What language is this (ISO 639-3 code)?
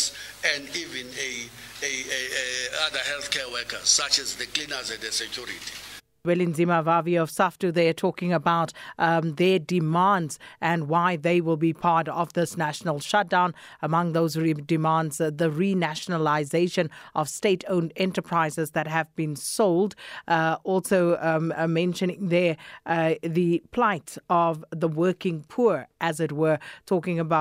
eng